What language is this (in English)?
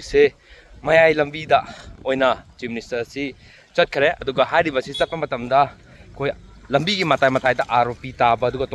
Manipuri